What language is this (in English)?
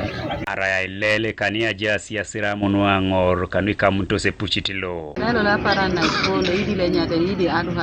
Teso